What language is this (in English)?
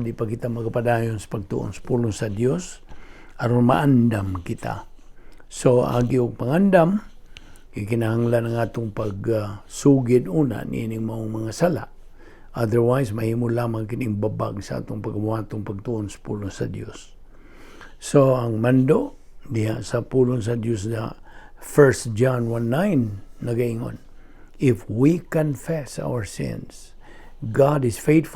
Cebuano